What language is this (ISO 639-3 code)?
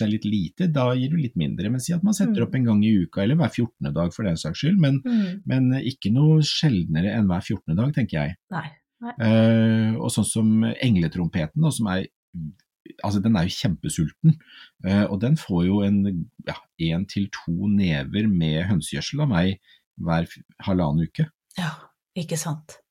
nor